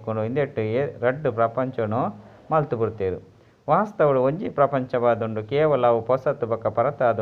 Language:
Tulu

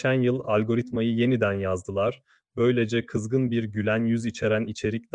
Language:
Turkish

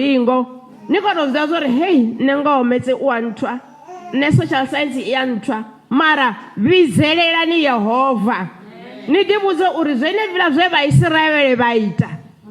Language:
Venda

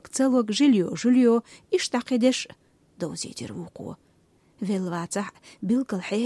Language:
Chechen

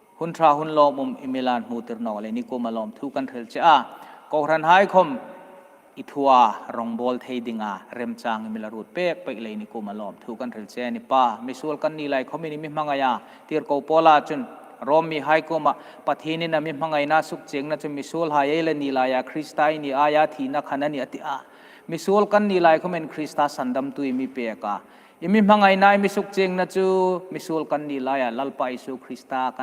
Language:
Hmar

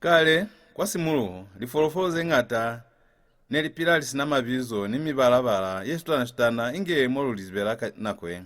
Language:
Lozi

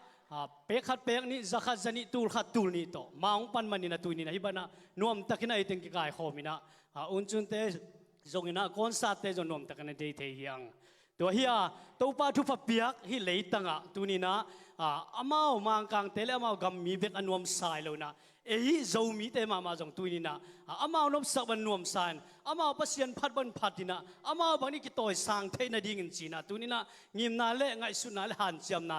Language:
Tedim Chin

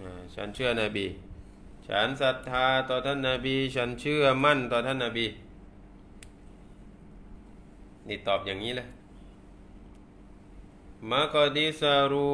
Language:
Thai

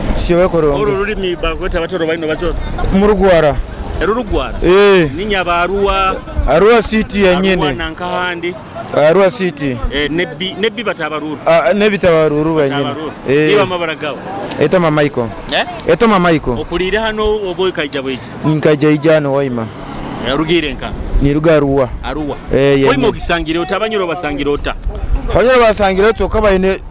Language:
Nyoro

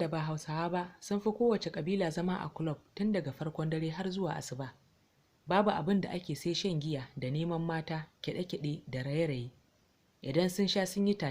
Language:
Hausa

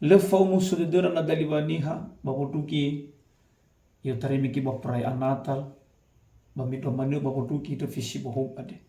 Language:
Nias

